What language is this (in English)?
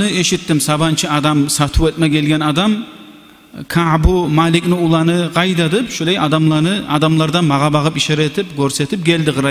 Kumyk